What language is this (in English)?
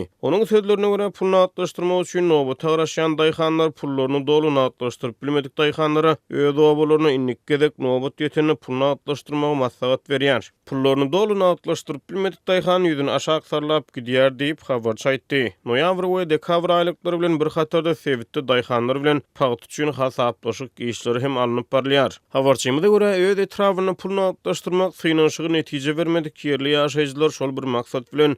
Turkmen